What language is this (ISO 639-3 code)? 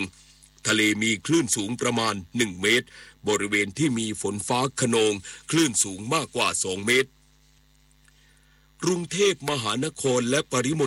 tha